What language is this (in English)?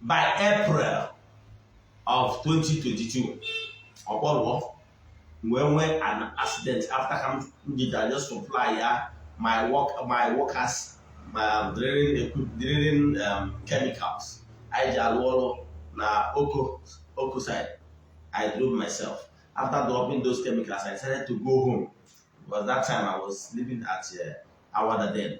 Igbo